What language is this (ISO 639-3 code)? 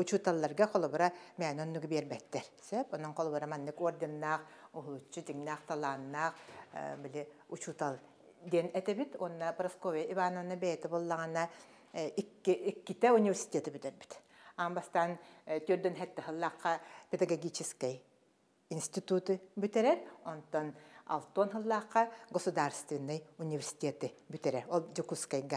sah